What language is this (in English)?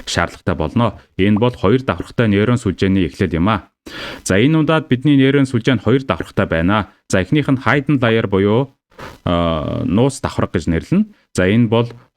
Mongolian